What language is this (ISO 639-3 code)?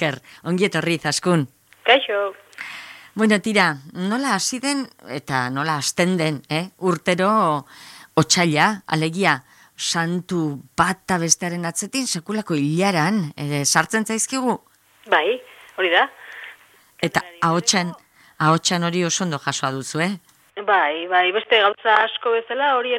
eus